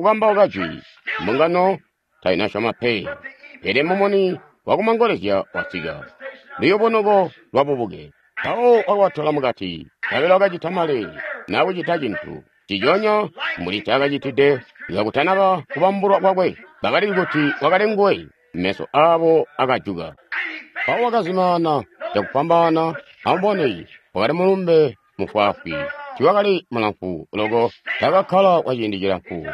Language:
Tonga (Zambia)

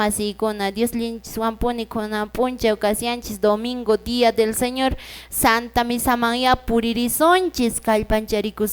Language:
Quechua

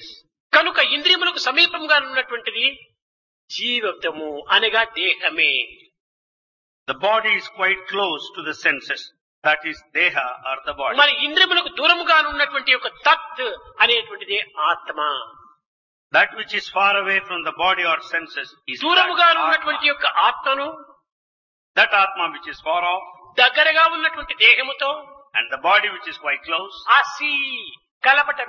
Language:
Telugu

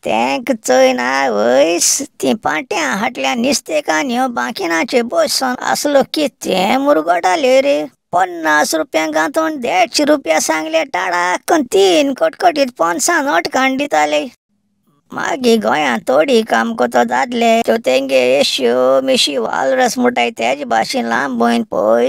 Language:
Konkani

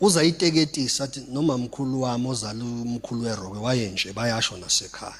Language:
Zulu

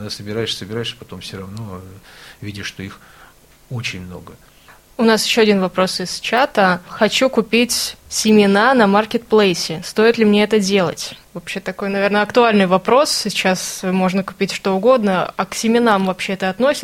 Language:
Russian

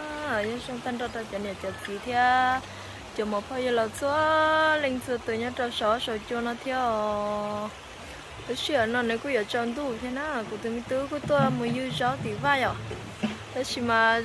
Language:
Hmong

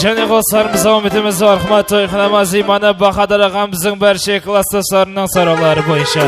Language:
Kara-Kalpak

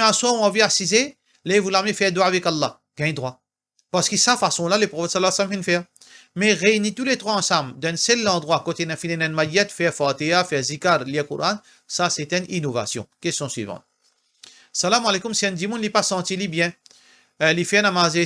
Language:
Morisyen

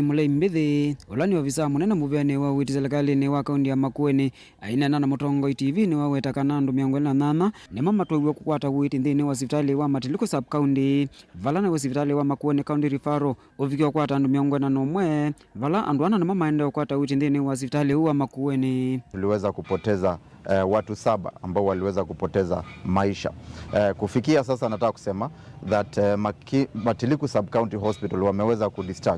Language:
Kamba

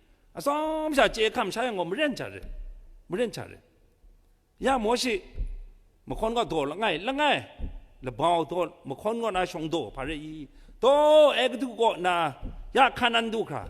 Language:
Kachin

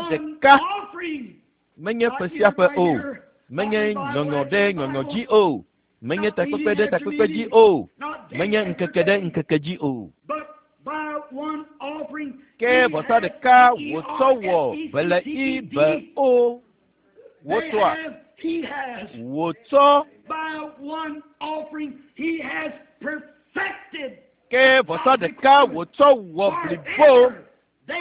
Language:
Ewe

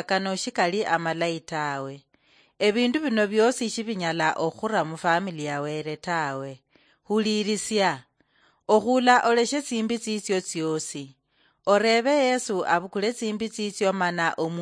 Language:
Luyia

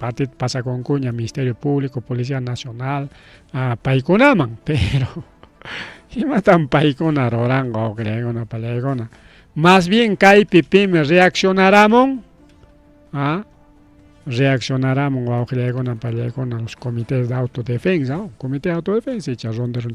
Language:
Ayacucho Quechua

